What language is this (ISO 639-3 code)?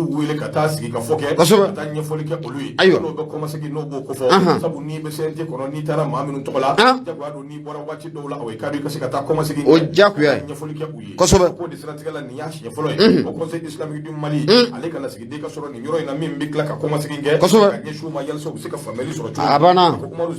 bam